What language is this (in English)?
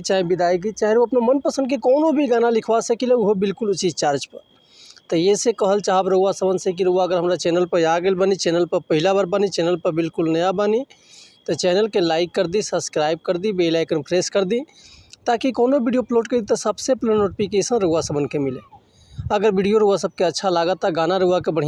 Bhojpuri